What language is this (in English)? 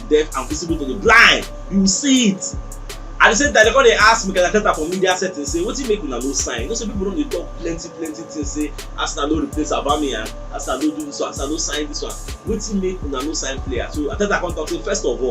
Nigerian Pidgin